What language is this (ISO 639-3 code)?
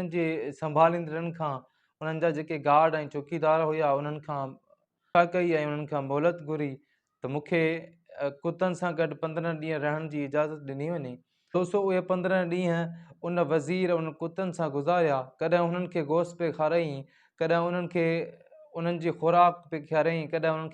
snd